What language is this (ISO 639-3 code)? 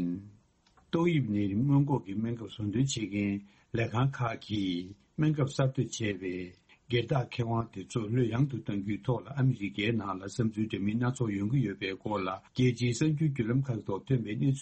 bod